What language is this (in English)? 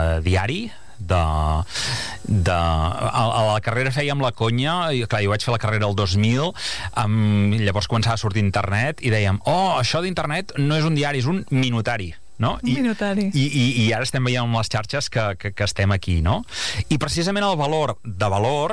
Catalan